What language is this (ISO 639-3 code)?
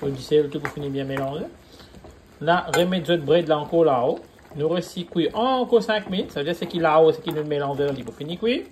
mfe